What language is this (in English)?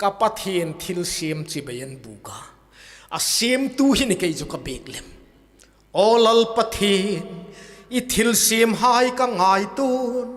Hmar